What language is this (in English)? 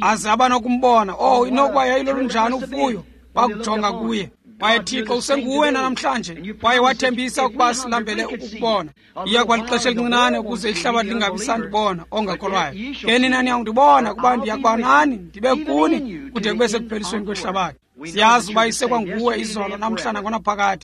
Xhosa